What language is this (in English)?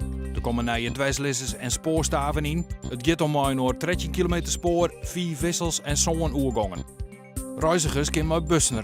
Western Frisian